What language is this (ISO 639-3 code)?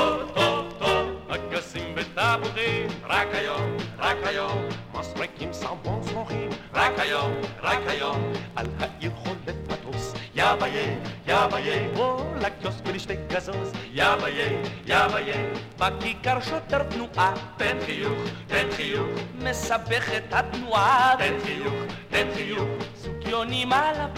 heb